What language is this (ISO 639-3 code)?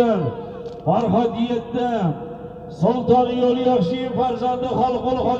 uzb